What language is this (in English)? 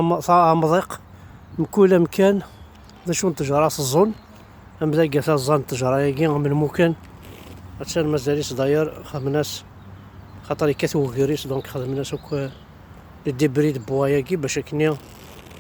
Kabyle